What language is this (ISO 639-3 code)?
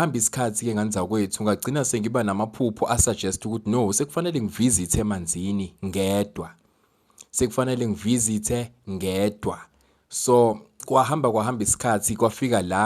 zul